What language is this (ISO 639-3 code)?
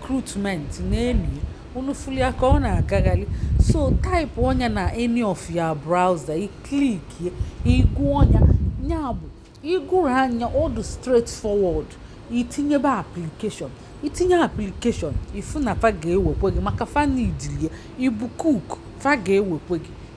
ibo